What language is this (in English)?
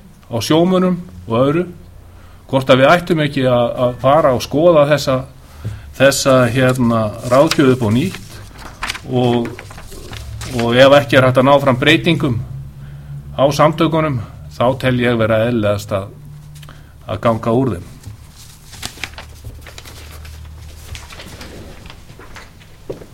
Icelandic